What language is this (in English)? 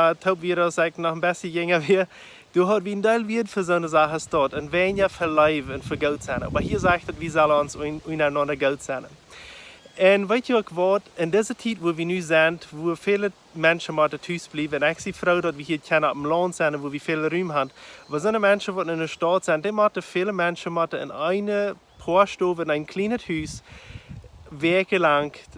Plautdietsch